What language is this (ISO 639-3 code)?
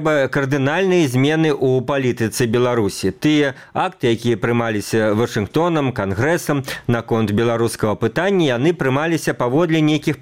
bel